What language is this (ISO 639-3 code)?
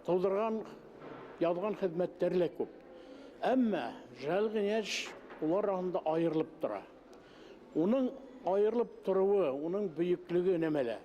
bak